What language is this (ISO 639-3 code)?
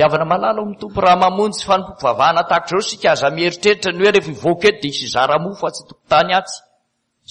mlg